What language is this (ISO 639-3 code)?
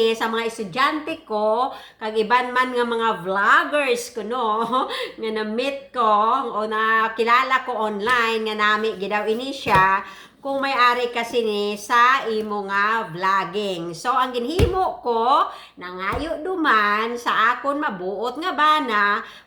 hil